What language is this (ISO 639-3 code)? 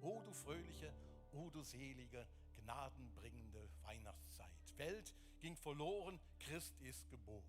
gsw